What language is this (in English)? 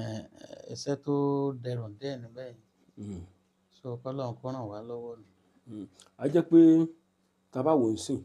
Yoruba